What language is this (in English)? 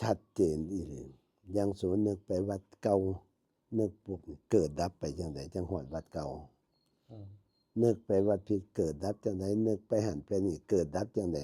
Northeastern Thai